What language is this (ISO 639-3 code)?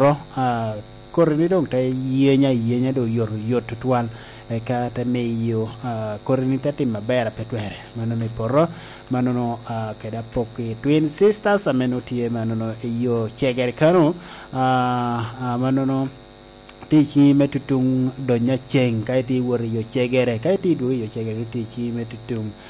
laj